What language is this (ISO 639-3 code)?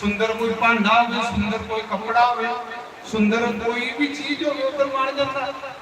doi